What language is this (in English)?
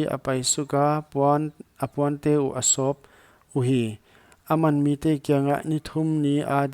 Paite Chin